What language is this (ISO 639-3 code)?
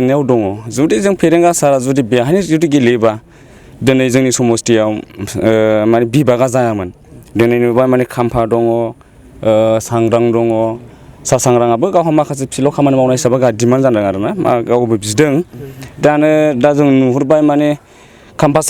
brx